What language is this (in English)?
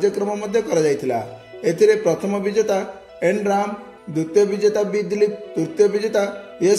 Odia